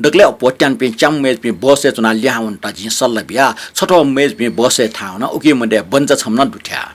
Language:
Newari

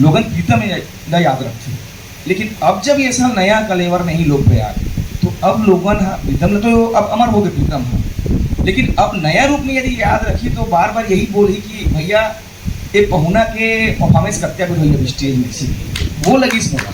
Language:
Chhattisgarhi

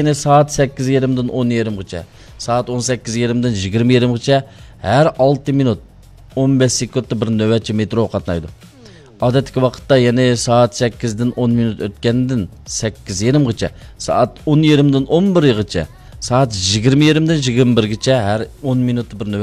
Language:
Uyghur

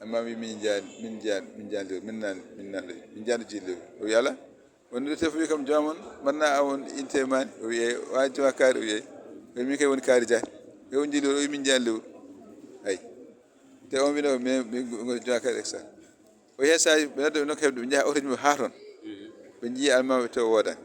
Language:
Fula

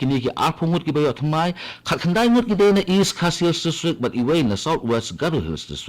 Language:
Khasi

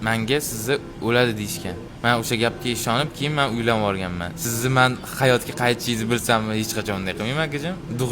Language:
Uzbek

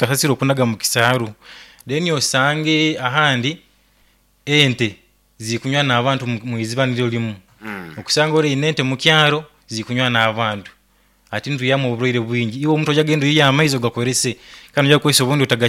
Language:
Nyoro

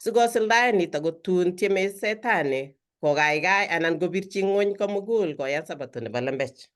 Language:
Kalenjin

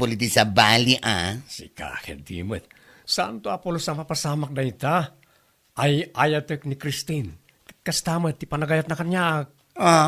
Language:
Iloko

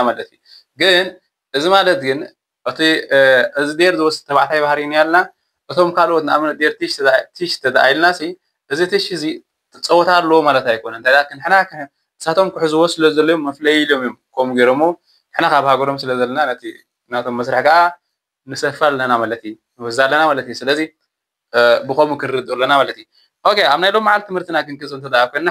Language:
Tigrinya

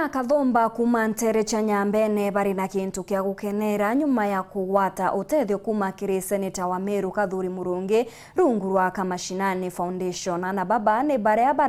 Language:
Meru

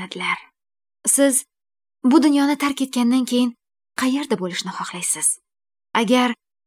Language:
Uzbek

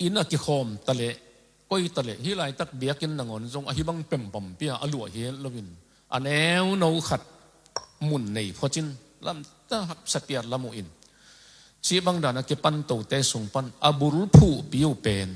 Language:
Tedim Chin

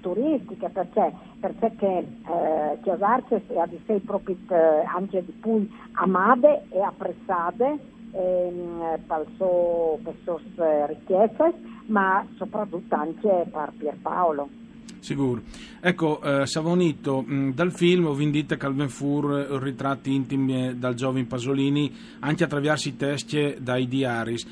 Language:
Friulian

